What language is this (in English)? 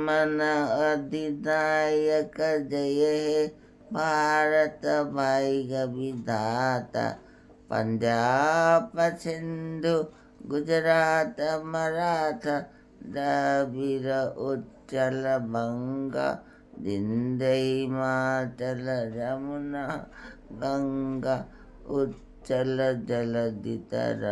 Manipuri